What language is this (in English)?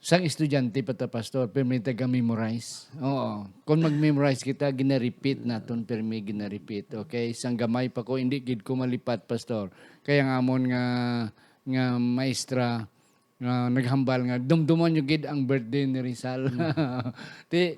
Hiligaynon